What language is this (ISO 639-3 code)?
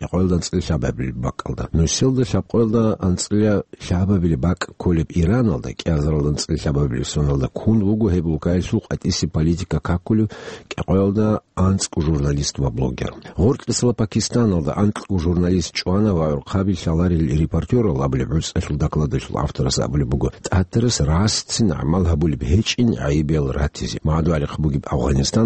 ava